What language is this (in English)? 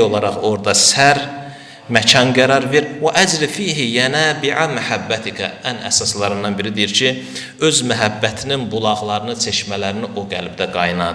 Azerbaijani